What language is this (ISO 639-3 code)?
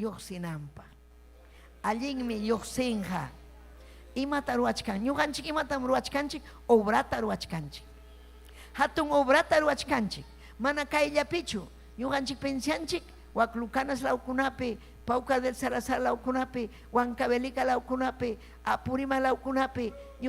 quy